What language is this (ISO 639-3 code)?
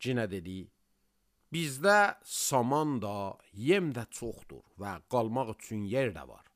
aze